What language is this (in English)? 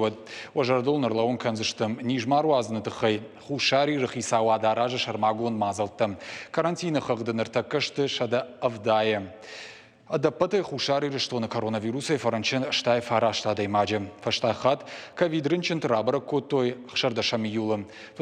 Ossetic